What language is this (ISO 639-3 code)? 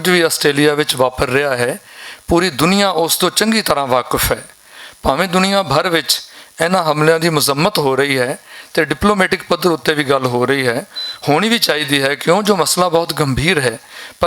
lah